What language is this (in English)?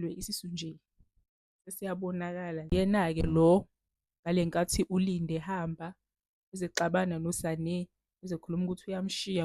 Zulu